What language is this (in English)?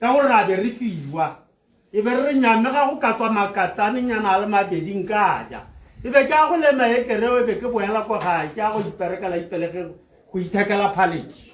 Tswana